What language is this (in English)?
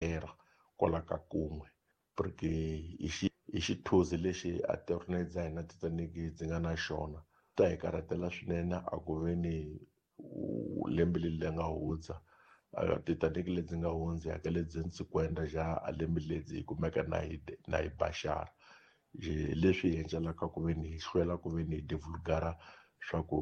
Tsonga